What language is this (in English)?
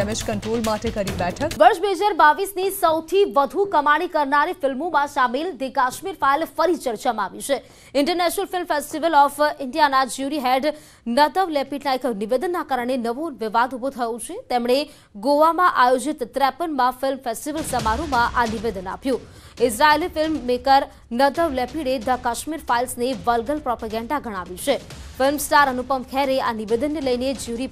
Gujarati